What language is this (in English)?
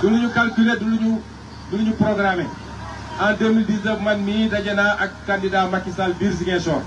Wolof